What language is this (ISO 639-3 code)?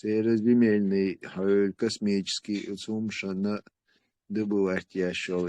che